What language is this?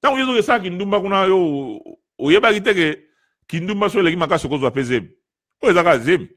Lingala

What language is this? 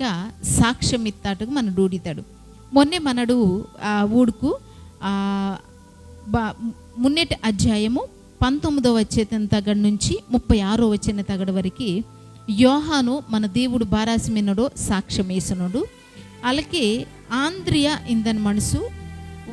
Koya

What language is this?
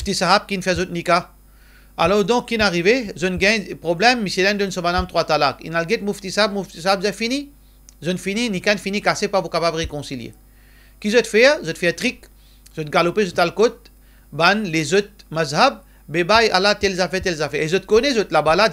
Morisyen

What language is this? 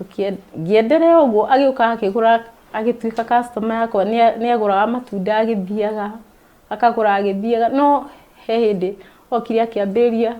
Kikuyu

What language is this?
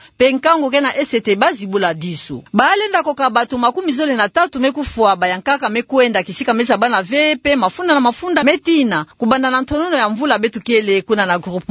Kituba (Democratic Republic of Congo)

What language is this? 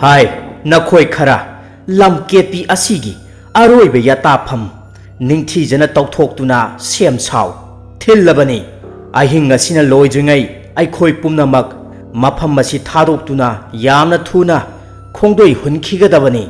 Manipuri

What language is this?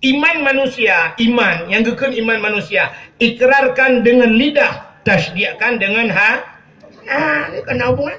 Achinese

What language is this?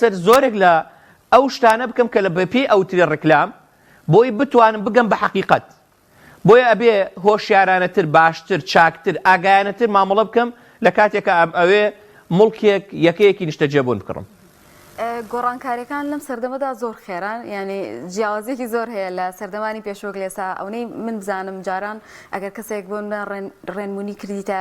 Central Kurdish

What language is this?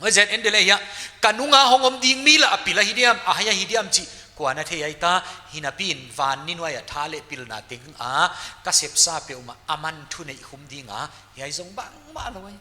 Paite Chin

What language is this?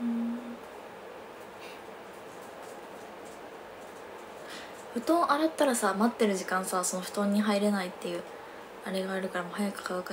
Japanese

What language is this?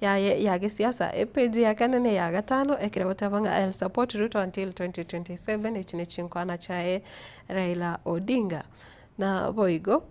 Gusii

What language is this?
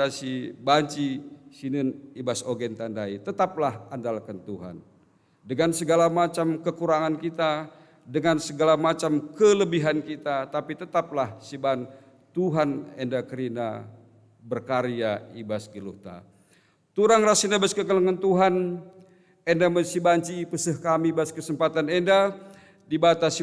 Batak Karo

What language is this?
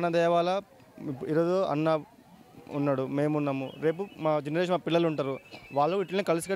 Telugu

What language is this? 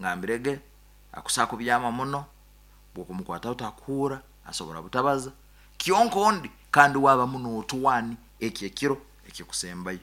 Nyankole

